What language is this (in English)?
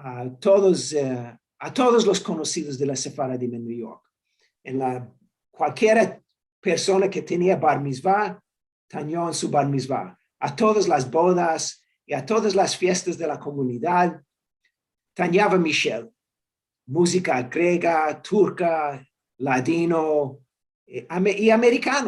Ladino